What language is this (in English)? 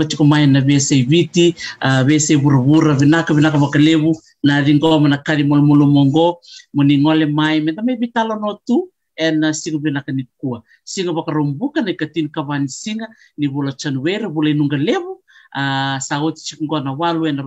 Fijian